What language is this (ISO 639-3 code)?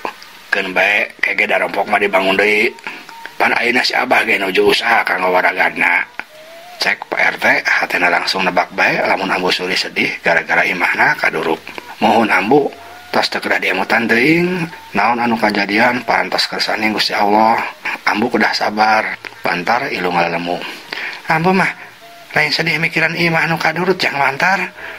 sun